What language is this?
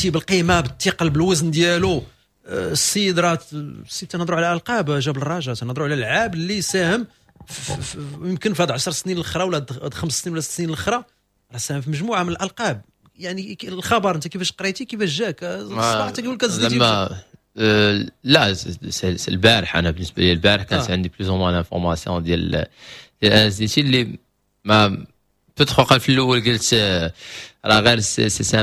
Moroccan Arabic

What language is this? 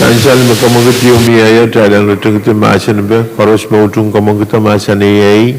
Pohnpeian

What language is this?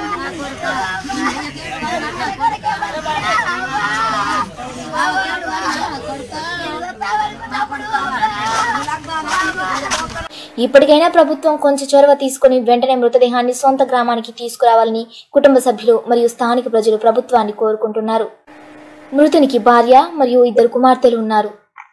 Telugu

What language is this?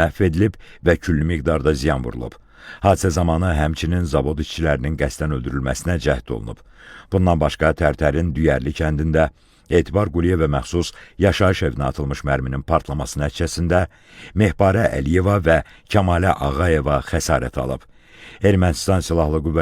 Azerbaijani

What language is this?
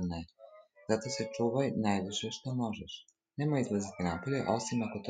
Serbian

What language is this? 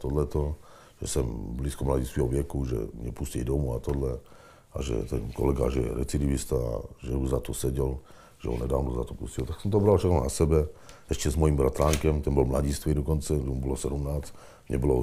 Czech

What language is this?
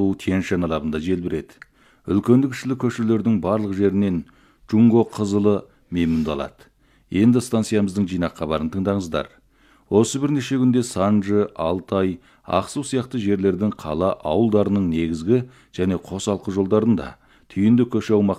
Kazakh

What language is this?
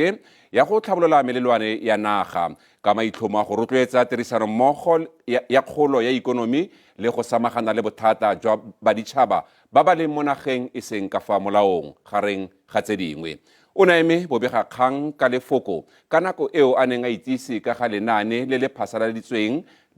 Tswana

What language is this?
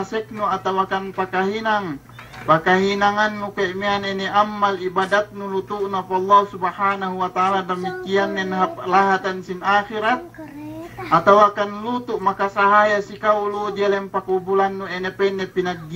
Yakan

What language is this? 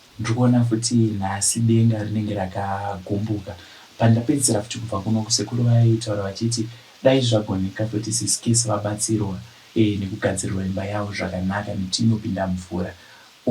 Shona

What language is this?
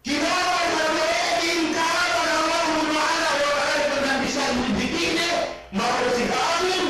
Yakan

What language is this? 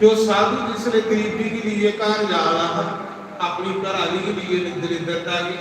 Dogri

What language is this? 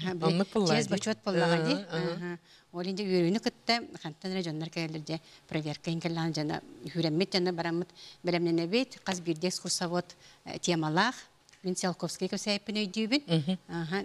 Yakut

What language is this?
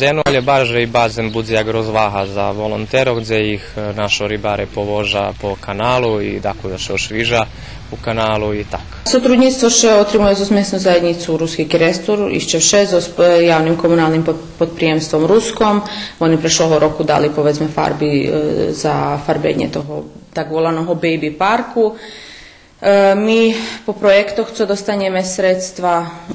Rusyn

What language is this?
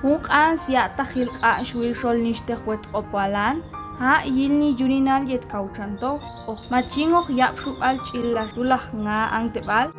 Popti'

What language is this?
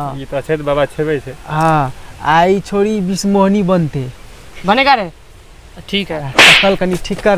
Maithili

